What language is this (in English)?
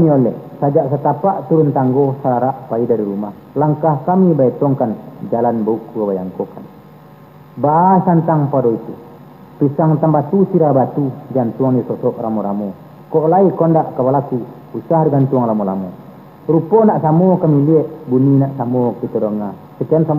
Minangkabau